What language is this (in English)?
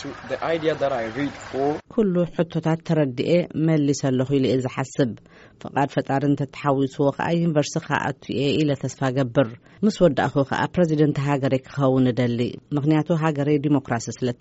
Tigrinya